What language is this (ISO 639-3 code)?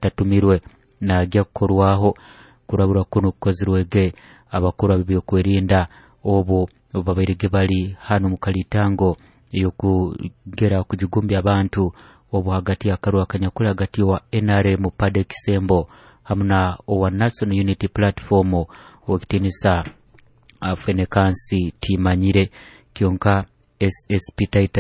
nyo